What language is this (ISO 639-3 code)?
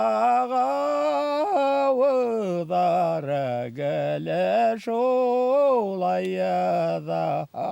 bak